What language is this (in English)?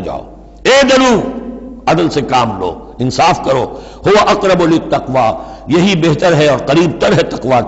Urdu